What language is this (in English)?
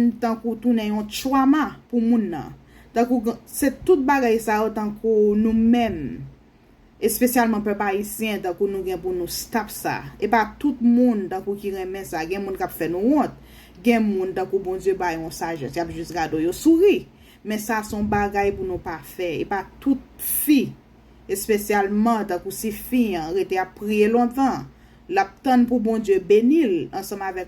Haitian Creole